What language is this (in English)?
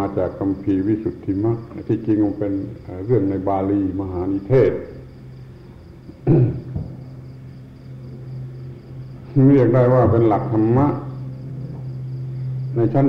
Thai